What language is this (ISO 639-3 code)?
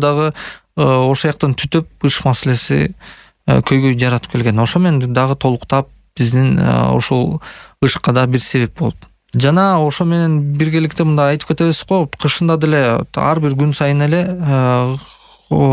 kir